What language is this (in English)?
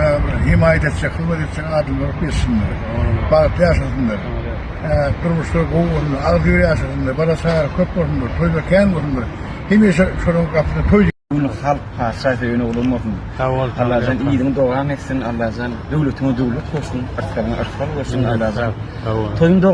Turkmen